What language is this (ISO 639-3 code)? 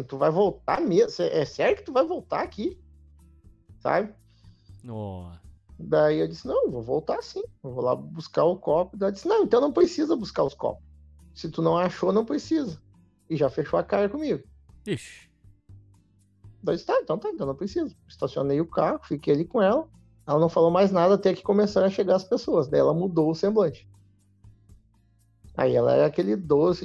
por